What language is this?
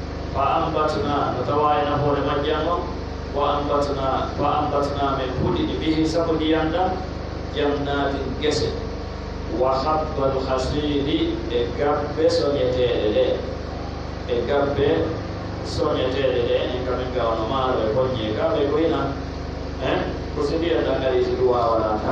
Pular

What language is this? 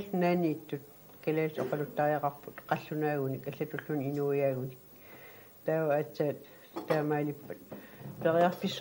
Kalaallisut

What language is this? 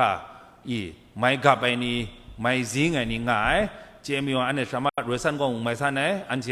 Kachin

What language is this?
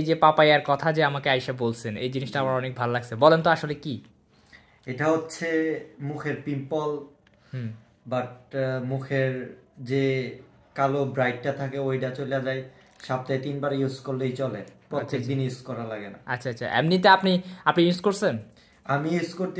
Bangla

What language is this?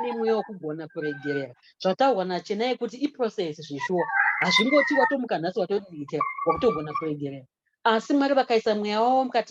Shona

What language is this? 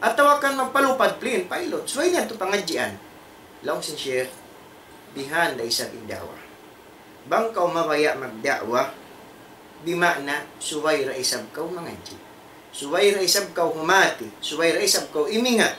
Tausug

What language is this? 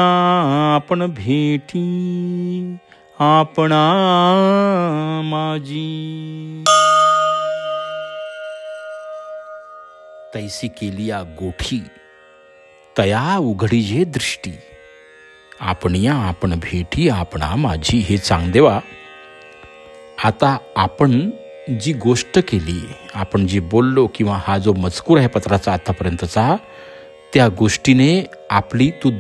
Marathi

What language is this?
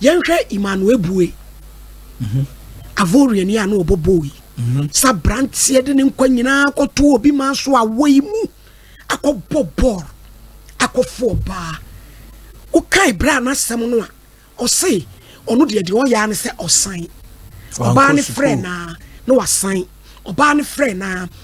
Akan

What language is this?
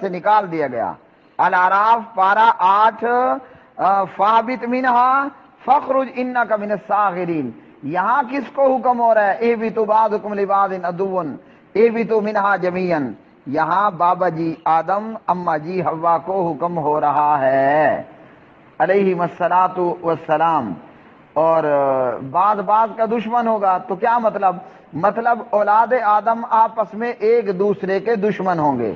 Urdu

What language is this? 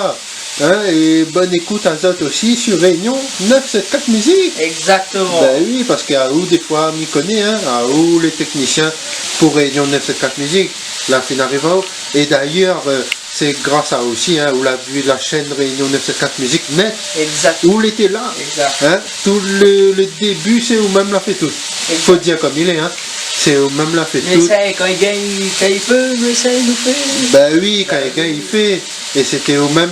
Réunion Creole French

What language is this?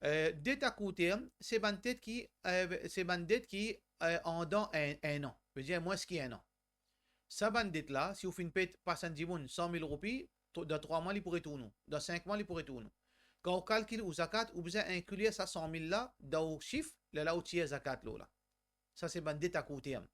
Morisyen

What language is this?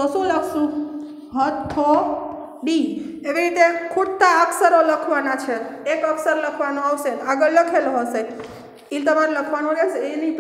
Gujarati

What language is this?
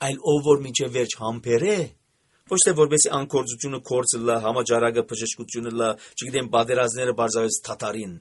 Armenian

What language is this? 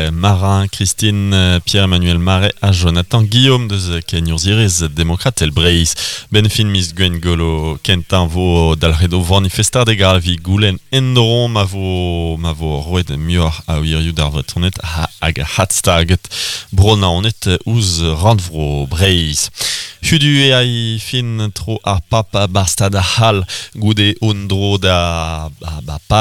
Breton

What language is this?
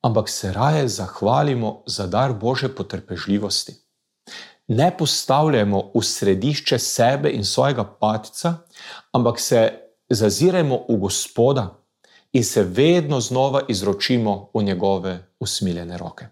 Slovenian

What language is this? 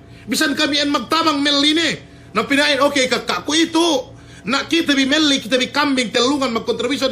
Yakan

